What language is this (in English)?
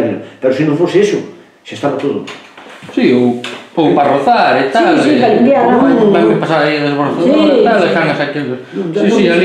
Galician